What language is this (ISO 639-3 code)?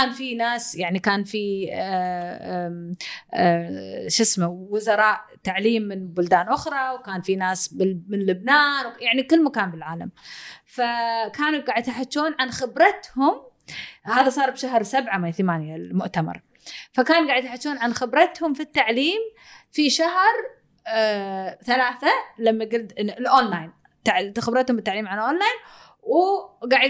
afb